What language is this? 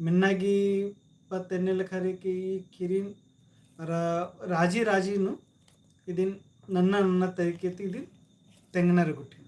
Kurukh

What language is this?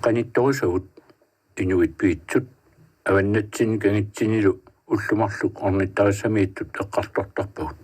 Kalaallisut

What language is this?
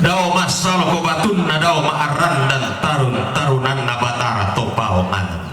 Toraja-Sa'dan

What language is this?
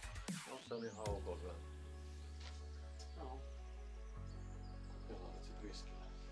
Finnish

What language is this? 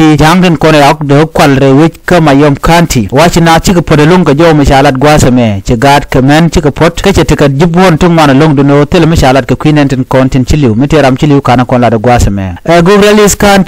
Nuer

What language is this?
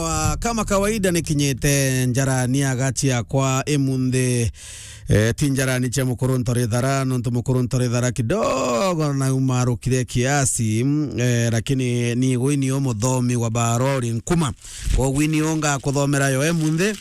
Meru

